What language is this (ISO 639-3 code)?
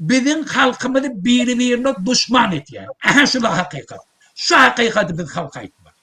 tuk